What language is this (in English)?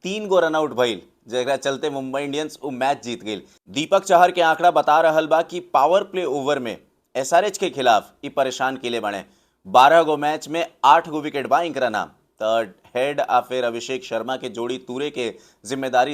Bhojpuri